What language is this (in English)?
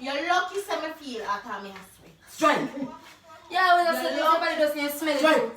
Jamaican Creole English